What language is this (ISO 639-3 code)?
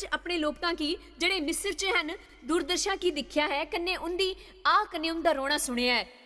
doi